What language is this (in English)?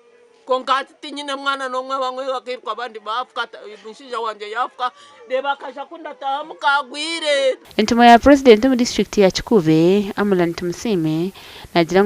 Nyankole